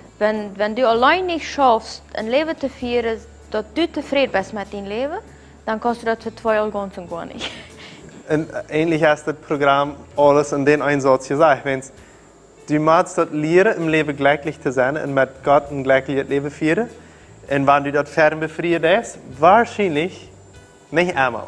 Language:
Plautdietsch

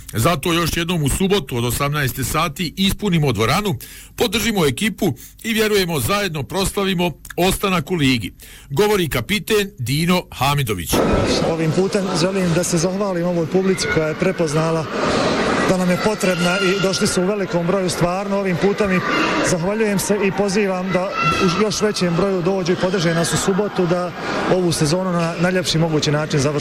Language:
Bosnian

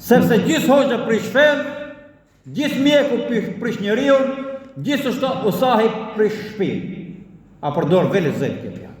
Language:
Albanian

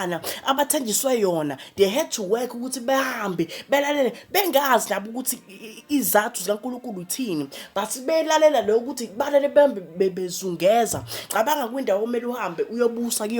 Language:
Zulu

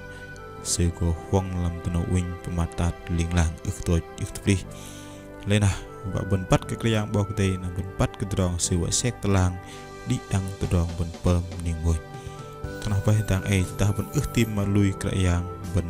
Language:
Bahnar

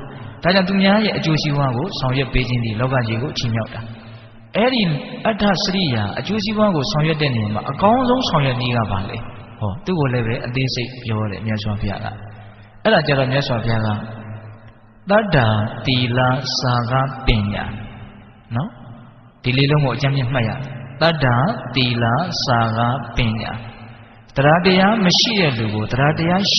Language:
Burmese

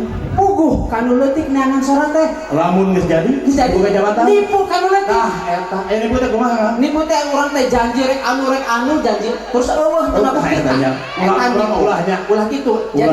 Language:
Sundanese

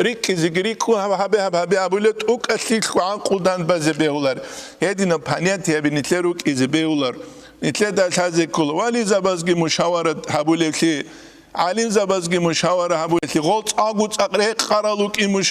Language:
Avaric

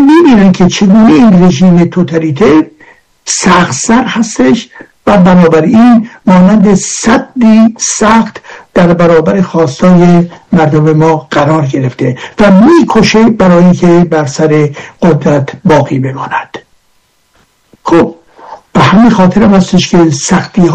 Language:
Persian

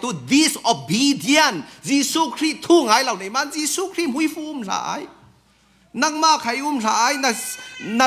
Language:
Falam Chin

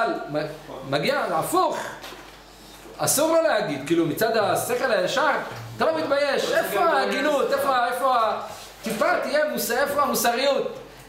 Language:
Hebrew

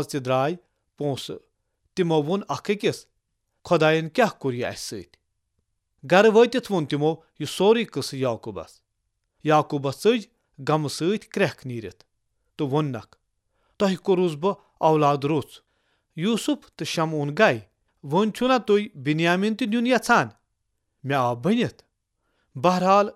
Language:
Kashmiri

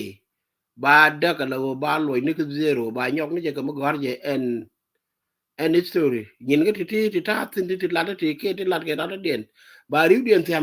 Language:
Nuer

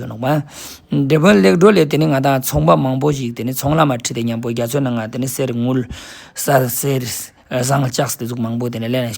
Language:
Ladakhi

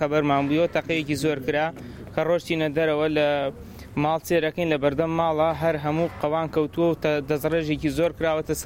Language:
Central Kurdish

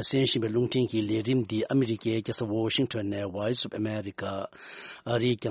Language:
Tibetan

